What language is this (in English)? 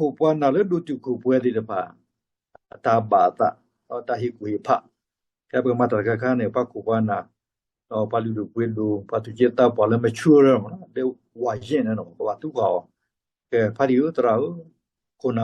S'gaw Karen